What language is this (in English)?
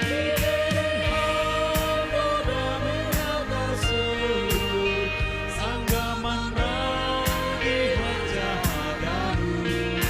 Batak Simalungun